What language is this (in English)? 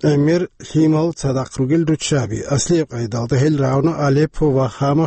Avaric